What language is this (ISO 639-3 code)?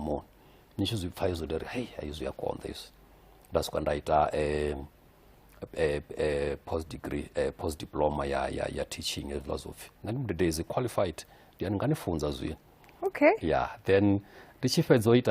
ven